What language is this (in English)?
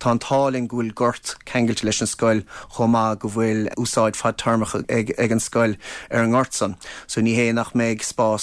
Irish